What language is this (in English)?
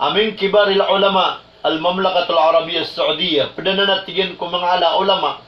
Maranao